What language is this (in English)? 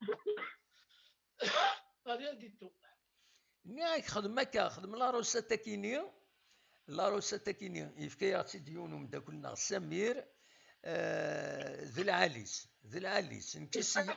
Kabyle